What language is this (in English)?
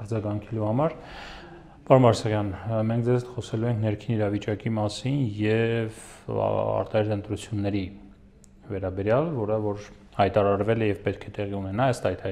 Armenian